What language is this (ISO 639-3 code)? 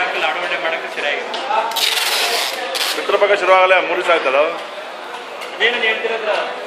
kan